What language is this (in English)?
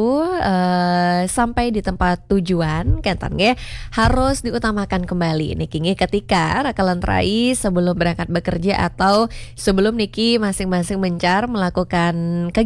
Balinese